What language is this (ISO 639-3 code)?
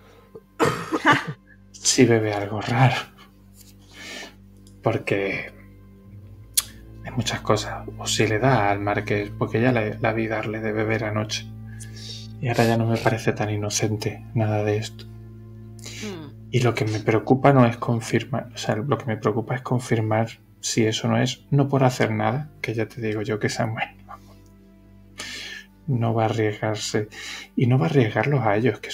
spa